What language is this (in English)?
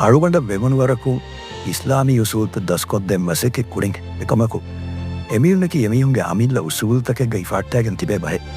Divehi